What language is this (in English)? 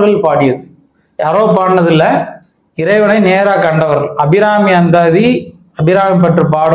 Tamil